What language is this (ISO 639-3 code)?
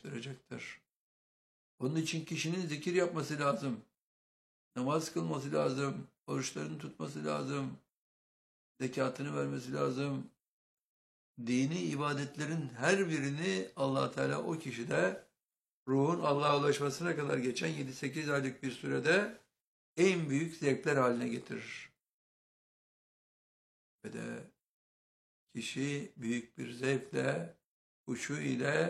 tur